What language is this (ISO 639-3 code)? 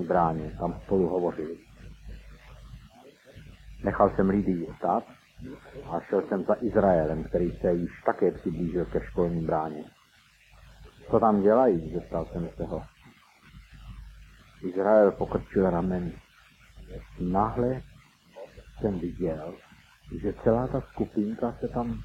ces